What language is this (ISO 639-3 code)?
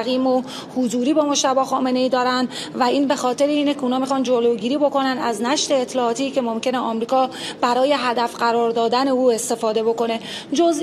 fas